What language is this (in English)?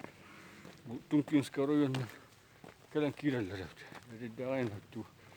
Yakut